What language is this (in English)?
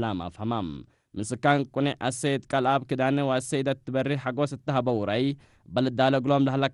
Tigre